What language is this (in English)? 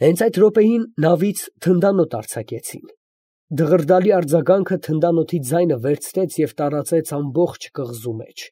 Armenian